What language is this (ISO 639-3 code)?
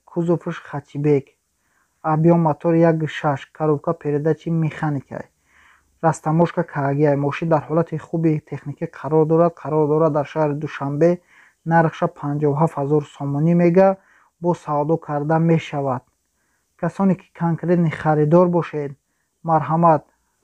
tgk